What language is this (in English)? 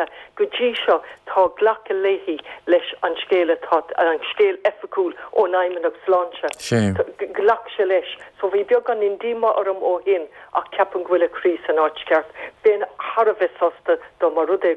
Irish